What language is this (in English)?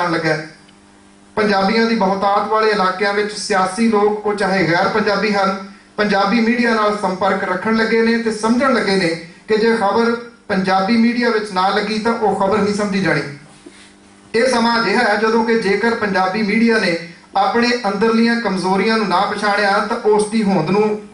Punjabi